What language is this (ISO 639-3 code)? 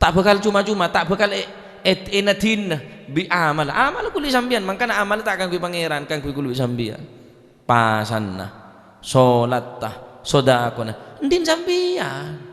mad